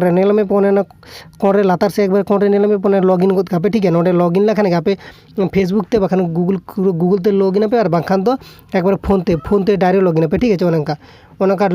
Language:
Santali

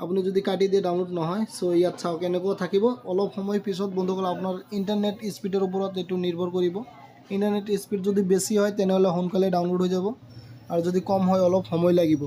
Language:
Assamese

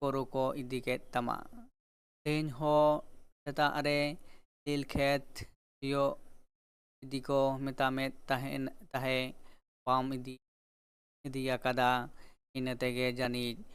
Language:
Santali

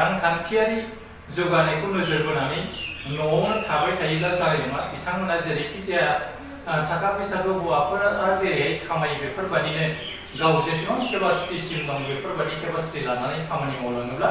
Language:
Bodo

